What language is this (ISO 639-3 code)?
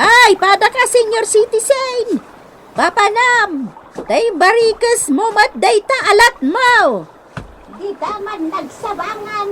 ilo